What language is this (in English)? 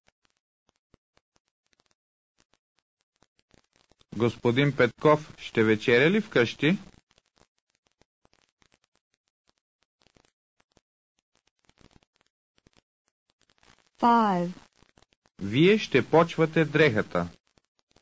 Bulgarian